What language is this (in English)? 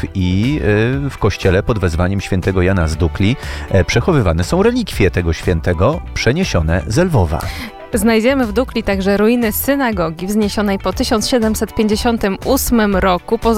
Polish